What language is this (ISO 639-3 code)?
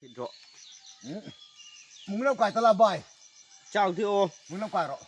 hmr